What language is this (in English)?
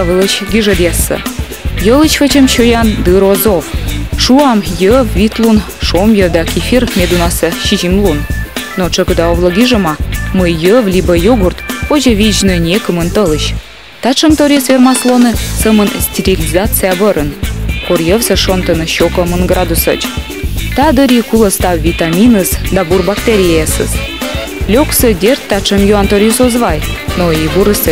Komi